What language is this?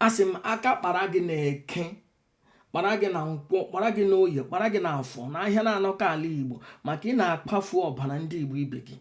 Igbo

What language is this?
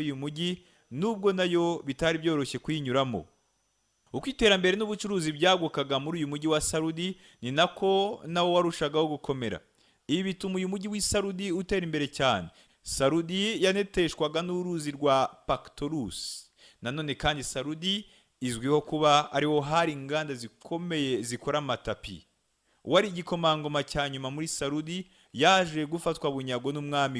Kinyarwanda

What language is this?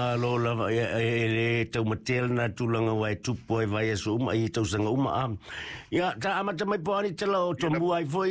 Samoan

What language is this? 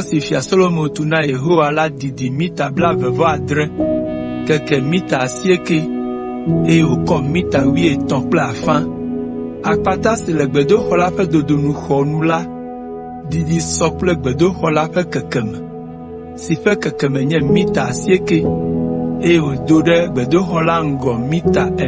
Ewe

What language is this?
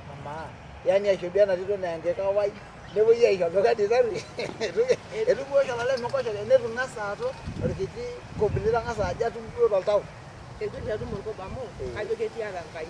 Masai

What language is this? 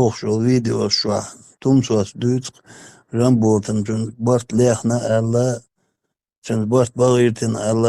Chechen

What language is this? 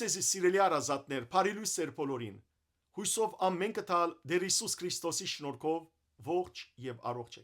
Western Armenian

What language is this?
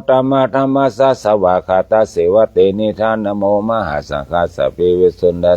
Pali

